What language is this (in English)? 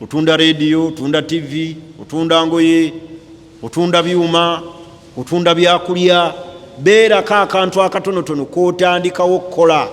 Ganda